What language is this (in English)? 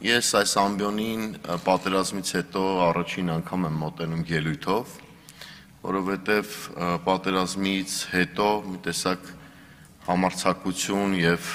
Armenian